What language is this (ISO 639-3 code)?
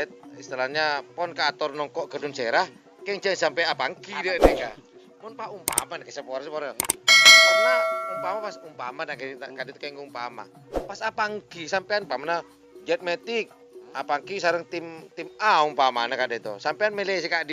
mad